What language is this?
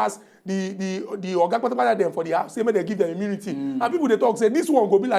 Nigerian Pidgin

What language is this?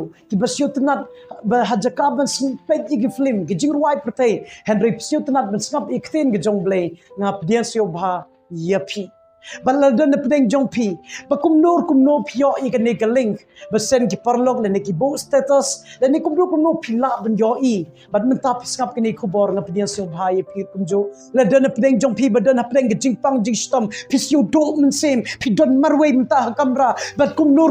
Khasi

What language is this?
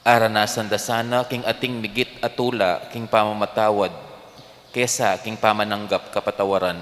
Pampanga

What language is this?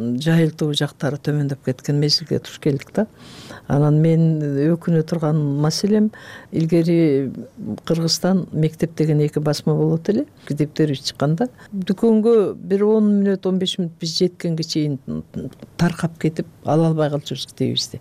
Kyrgyz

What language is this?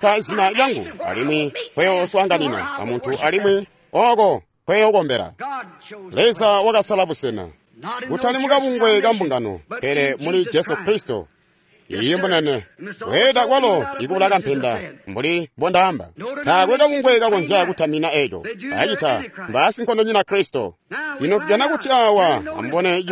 Tonga (Zambia)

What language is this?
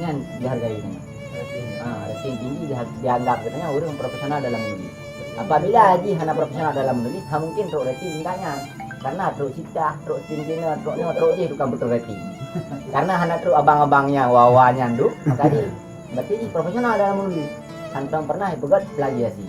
Achinese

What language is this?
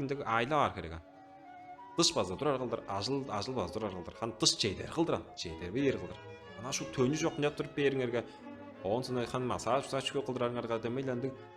Tuvinian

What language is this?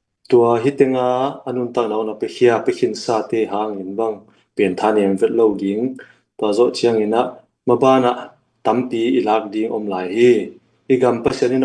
Tedim Chin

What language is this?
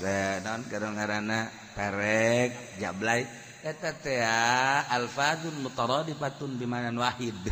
Sundanese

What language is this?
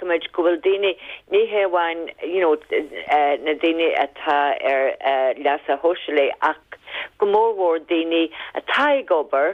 Irish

